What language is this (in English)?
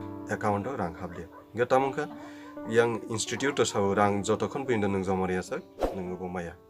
Kok Borok